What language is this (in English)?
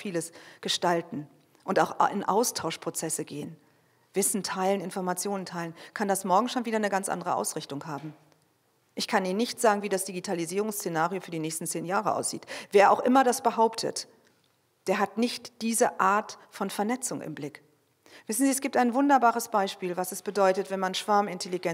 German